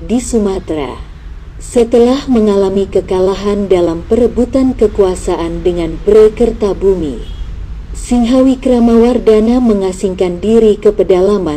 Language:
Indonesian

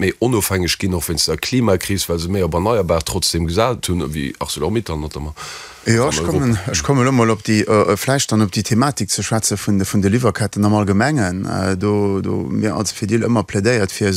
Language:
Luxembourgish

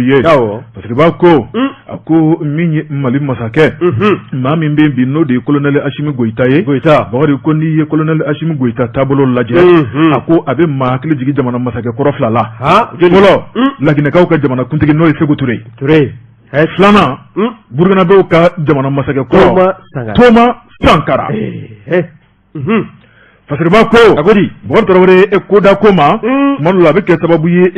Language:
Bambara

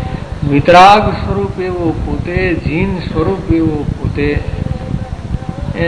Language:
Gujarati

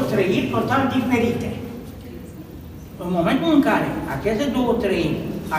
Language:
Romanian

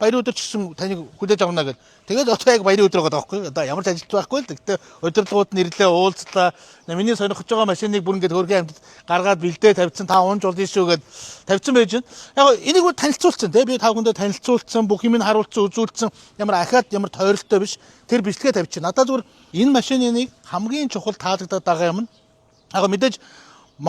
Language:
Mongolian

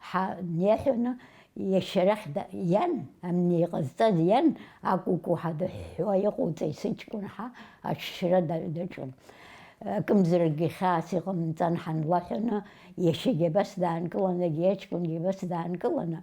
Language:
Abkhazian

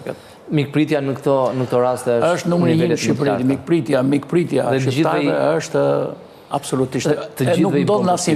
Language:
Albanian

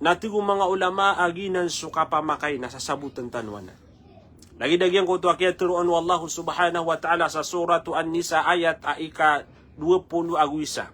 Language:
Maranao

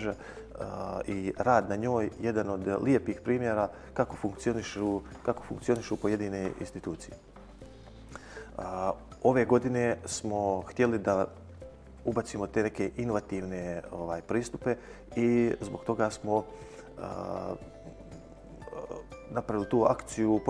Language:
Bosnian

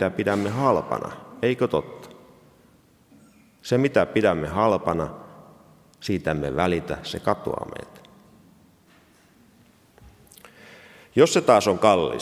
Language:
Finnish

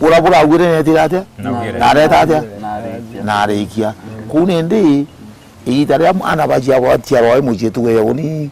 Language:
Meru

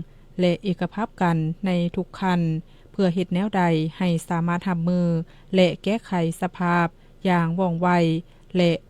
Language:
Lao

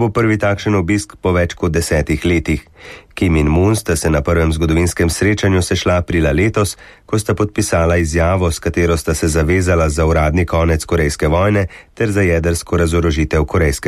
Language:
Slovenian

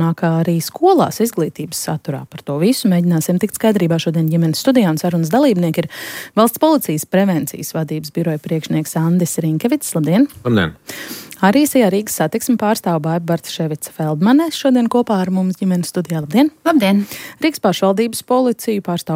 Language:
Latvian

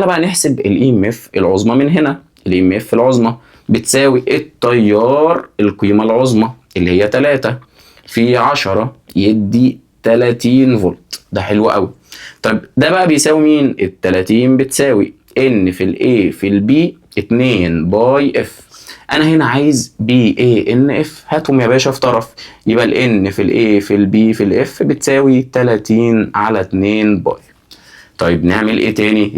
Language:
Egyptian Arabic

